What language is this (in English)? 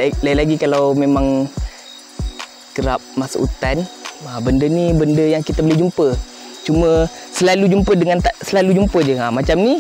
Malay